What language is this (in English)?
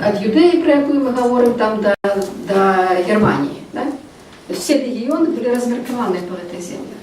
Belarusian